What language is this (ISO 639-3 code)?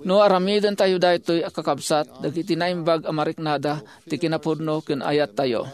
ilo